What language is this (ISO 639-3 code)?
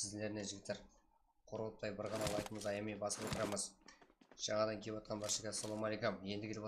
kaa